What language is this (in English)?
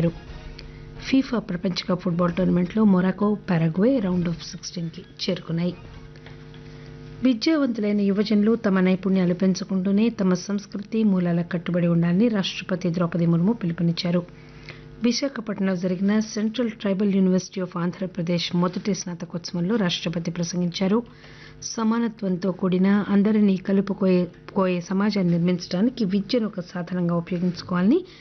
Telugu